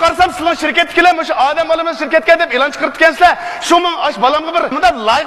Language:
Uyghur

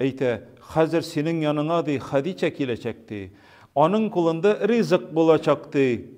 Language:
Tatar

